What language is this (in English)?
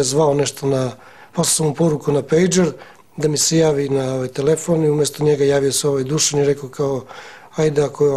Serbian